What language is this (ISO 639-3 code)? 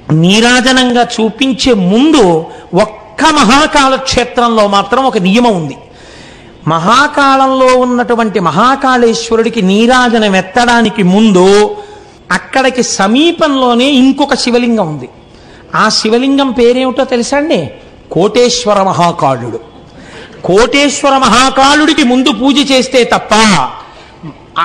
tel